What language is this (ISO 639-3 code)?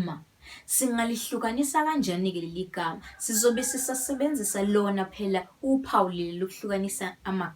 zul